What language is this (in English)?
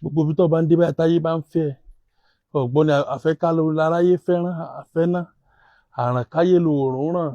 Yoruba